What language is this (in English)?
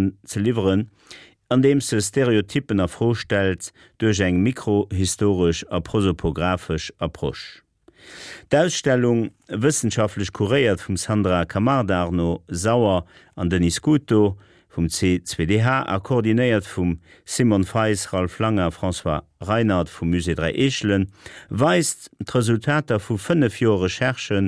Luxembourgish